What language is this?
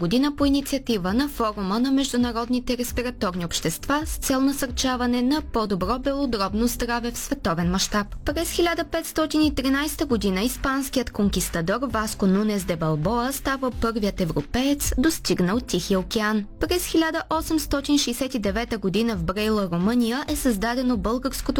Bulgarian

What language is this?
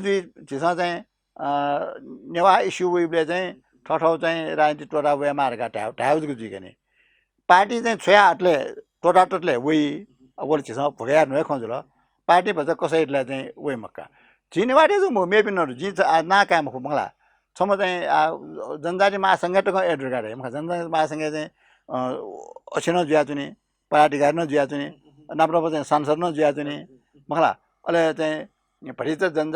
Newari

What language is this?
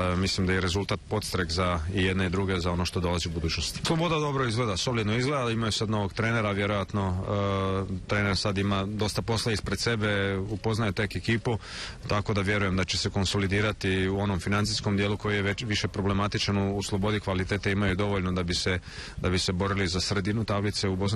Bosnian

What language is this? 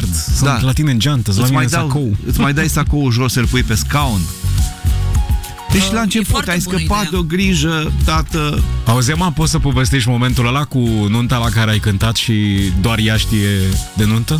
Romanian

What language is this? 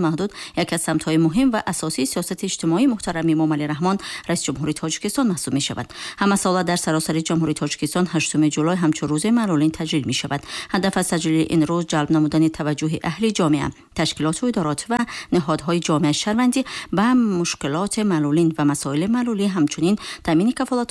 Tajik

